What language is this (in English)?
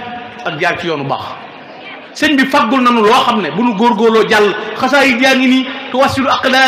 Wolof